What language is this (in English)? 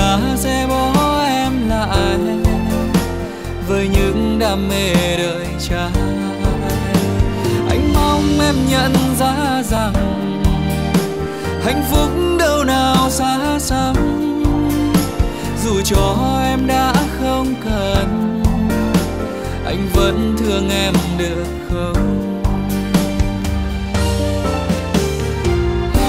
Vietnamese